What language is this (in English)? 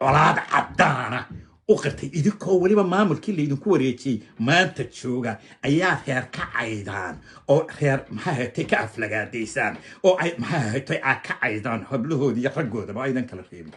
Somali